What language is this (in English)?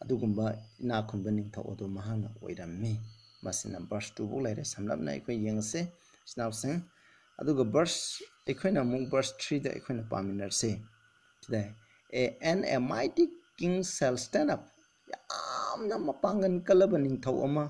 Manipuri